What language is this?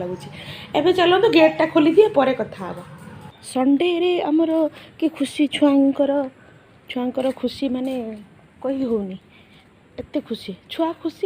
Odia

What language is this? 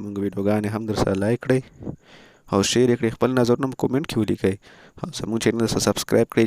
Pashto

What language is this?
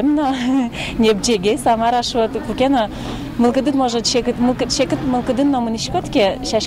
Udmurt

